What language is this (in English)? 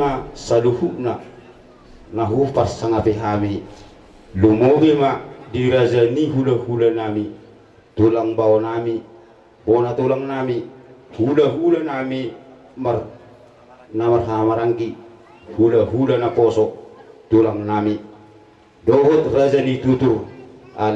Batak Toba